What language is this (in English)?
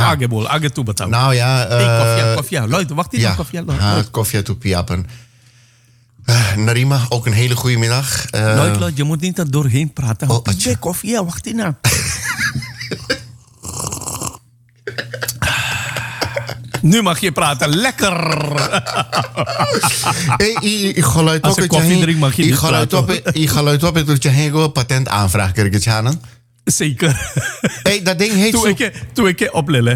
Dutch